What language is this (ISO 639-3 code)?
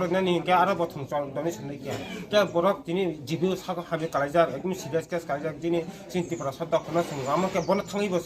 trp